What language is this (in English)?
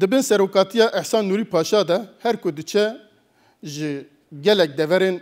Kurdish